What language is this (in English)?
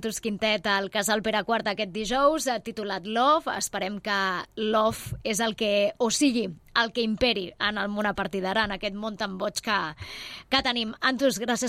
Catalan